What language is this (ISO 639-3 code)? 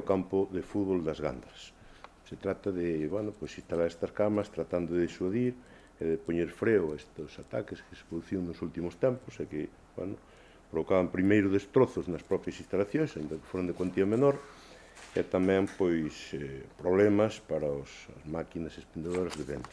glg